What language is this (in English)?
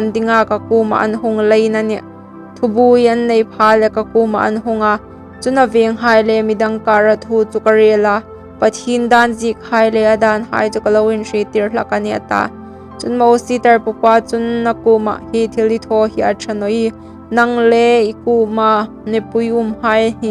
Hmar